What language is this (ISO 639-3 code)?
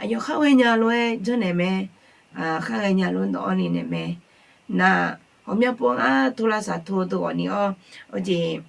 ahk